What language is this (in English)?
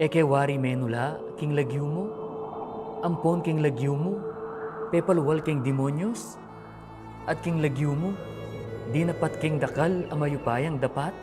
Pampanga